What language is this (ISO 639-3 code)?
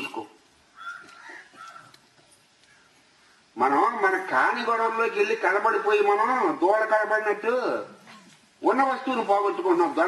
tel